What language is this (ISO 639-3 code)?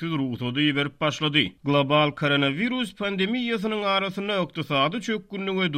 tuk